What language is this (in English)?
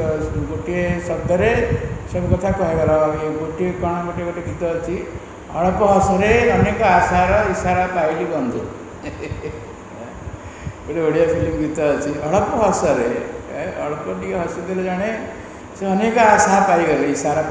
Odia